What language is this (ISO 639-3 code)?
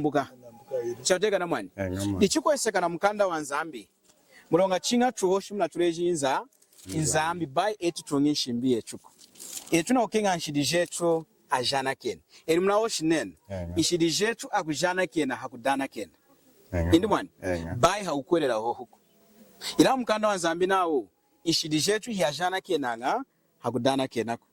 lun